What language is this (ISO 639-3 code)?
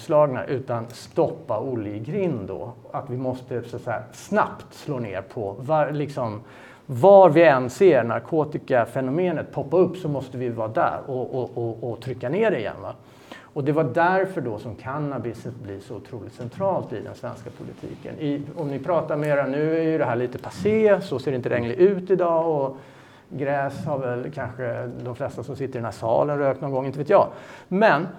swe